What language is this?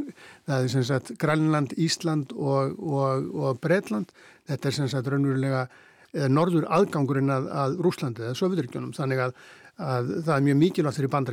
Icelandic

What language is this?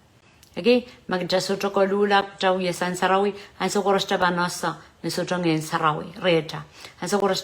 Pohnpeian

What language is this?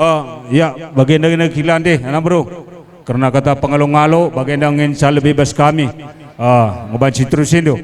Batak Karo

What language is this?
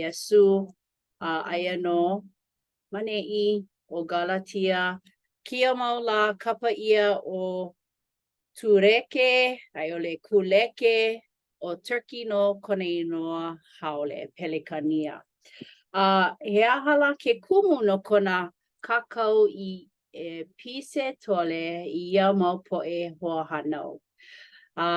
Hawaiian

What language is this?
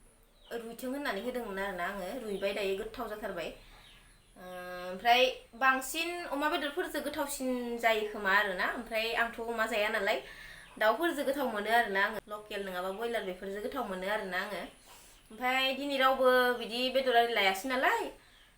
Bodo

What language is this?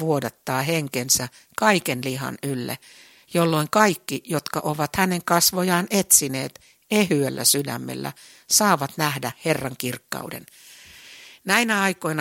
Finnish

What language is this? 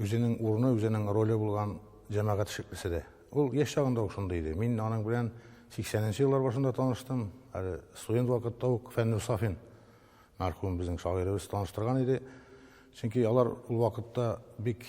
Tatar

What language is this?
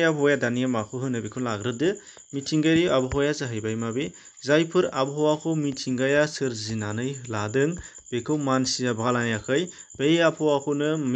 Bodo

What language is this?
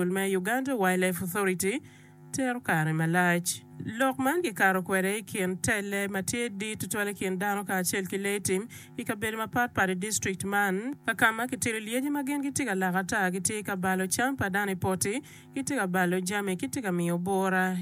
Acoli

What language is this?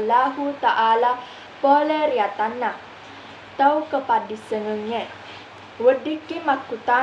Buginese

